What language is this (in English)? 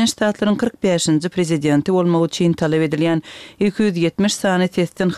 Turkmen